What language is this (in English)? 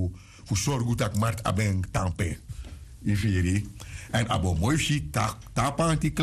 Sranan Tongo